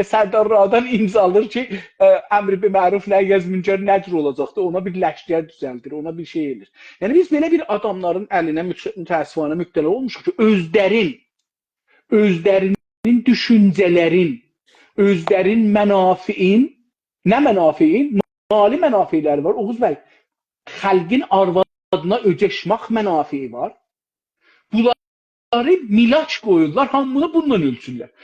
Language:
South Azerbaijani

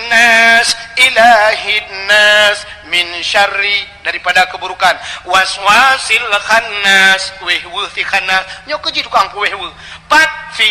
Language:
Achinese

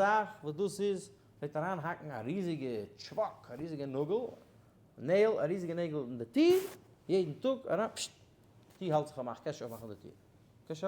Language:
Yiddish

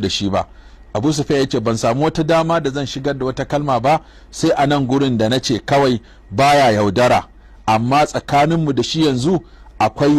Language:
Hausa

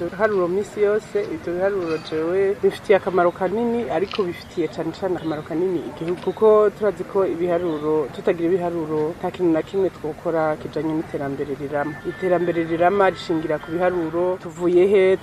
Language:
Rundi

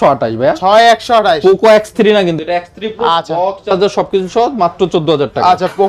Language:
Bangla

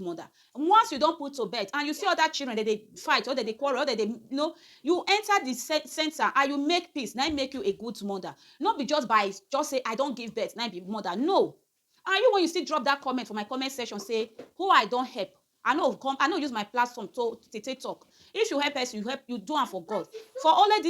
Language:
Nigerian Pidgin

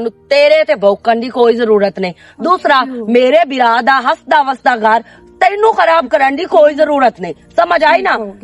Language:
Western Panjabi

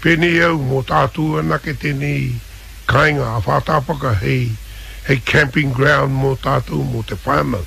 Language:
Māori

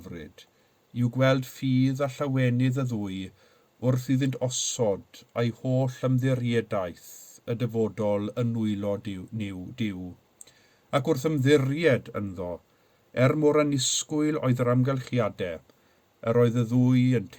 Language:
Welsh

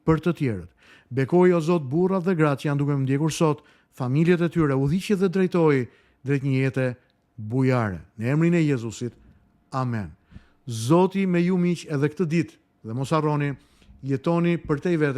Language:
Albanian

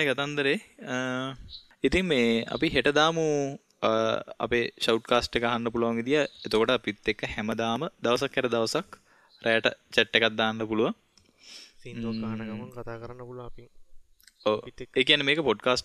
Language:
Sinhala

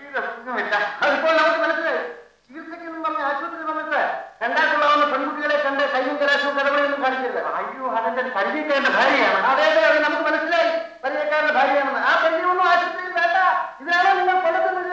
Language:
Malayalam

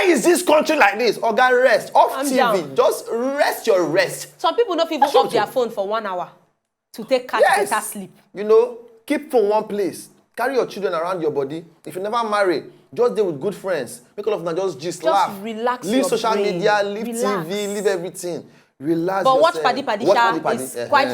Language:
Nigerian Pidgin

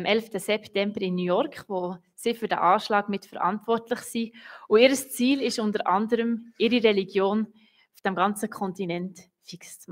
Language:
Swiss German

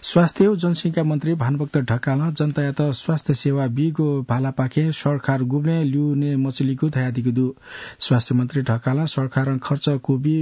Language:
Newari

